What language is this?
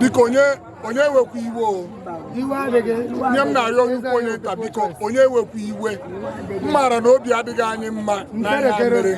Igbo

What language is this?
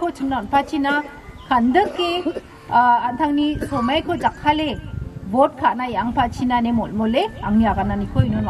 Garo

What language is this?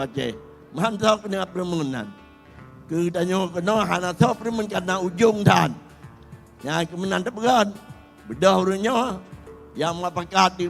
Achinese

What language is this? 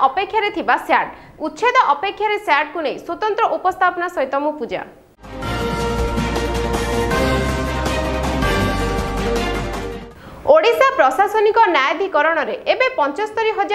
Odia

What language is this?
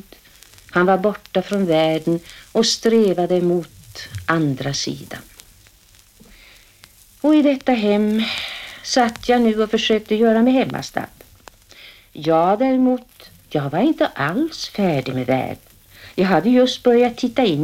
Swedish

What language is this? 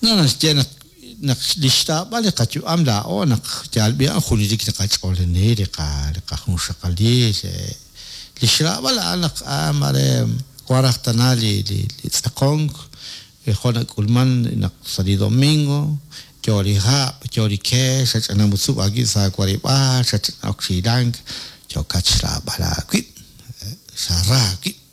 Kekchí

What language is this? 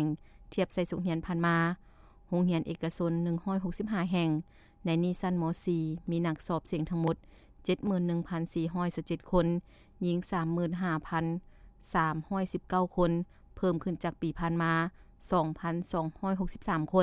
Lao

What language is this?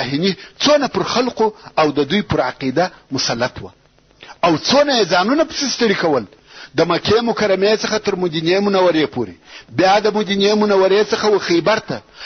Pashto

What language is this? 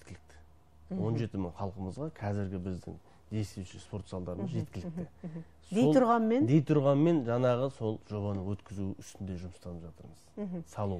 Kazakh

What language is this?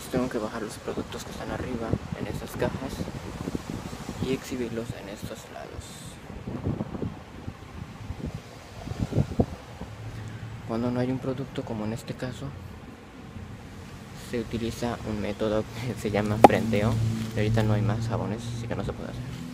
Spanish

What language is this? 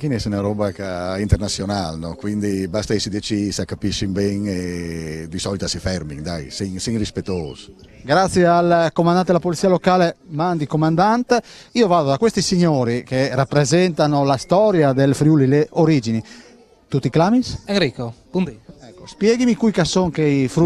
Friulian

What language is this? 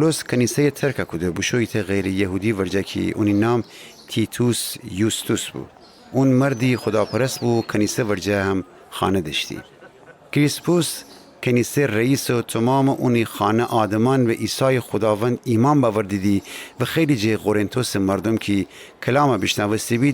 Gilaki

